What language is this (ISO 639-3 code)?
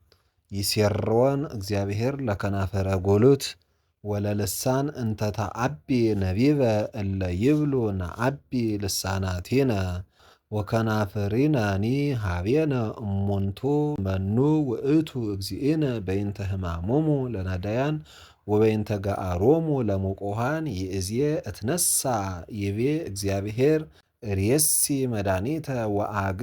gez